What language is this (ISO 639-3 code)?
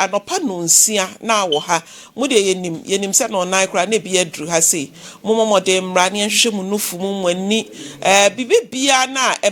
aka